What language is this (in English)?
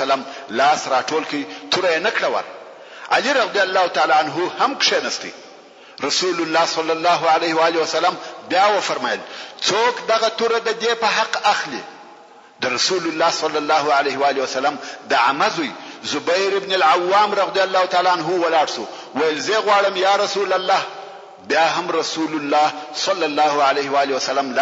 Pashto